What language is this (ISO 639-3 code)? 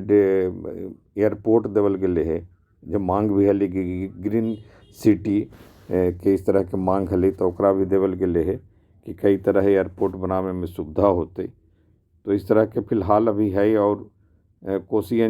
mag